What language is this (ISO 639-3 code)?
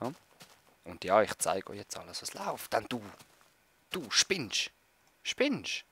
gsw